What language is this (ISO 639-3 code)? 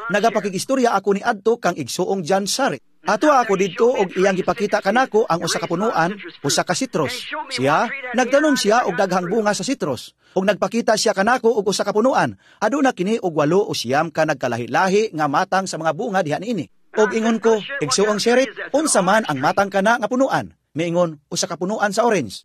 ceb